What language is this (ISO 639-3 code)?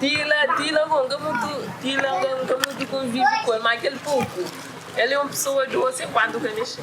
kea